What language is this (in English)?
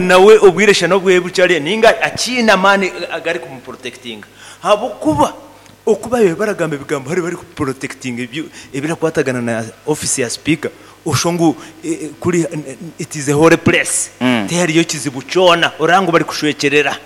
Nyankole